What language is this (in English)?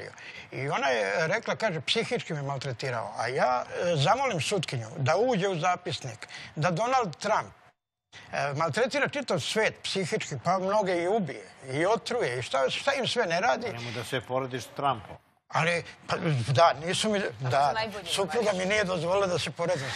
Serbian